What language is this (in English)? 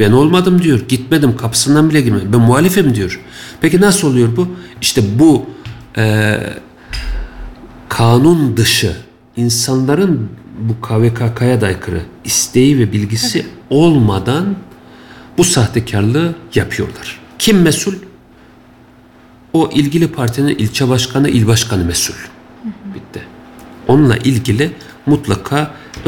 Turkish